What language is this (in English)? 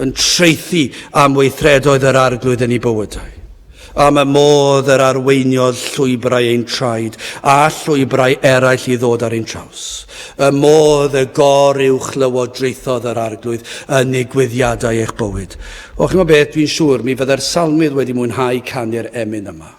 Welsh